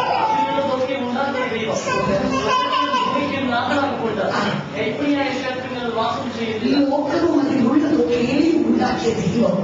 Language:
Malayalam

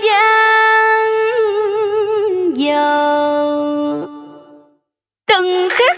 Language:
Vietnamese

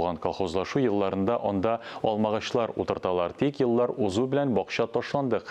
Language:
Tatar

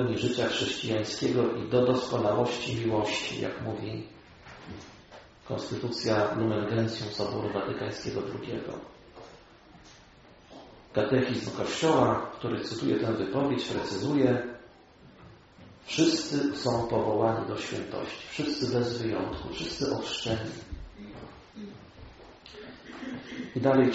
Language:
Polish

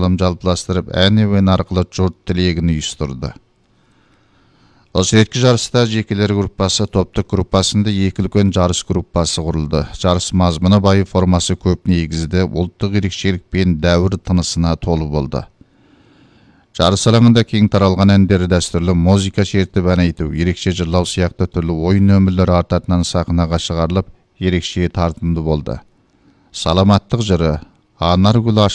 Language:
Kazakh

